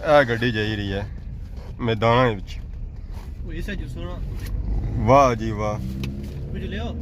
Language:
Pahari-Potwari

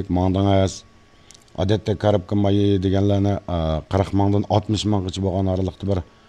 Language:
Uyghur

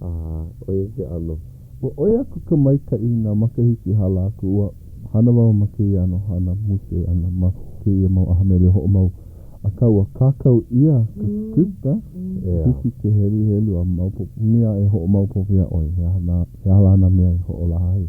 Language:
Hawaiian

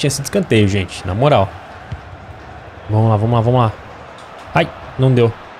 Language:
Portuguese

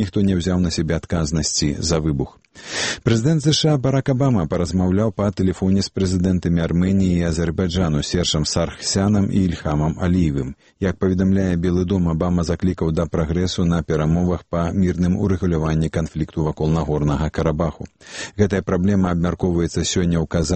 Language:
Belarusian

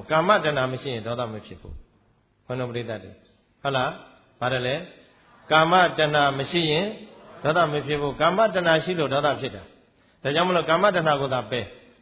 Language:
Burmese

